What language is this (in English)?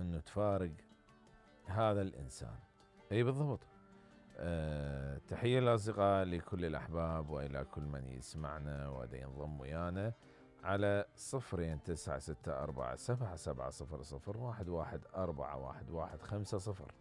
Mesopotamian Arabic